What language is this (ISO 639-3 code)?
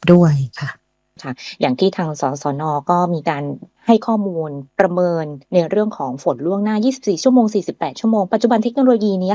tha